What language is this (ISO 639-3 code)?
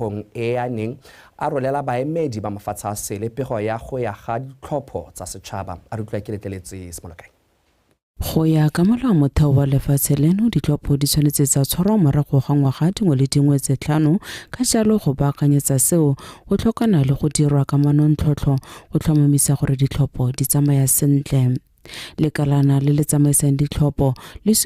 tsn